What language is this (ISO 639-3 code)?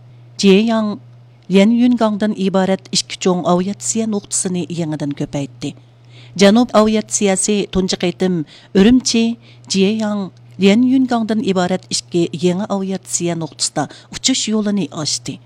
uig